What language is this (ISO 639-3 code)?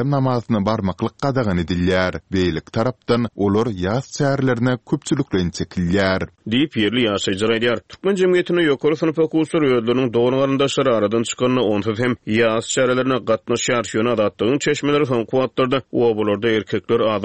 tuk